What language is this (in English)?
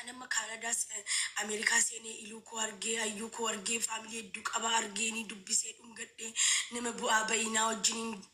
Oromo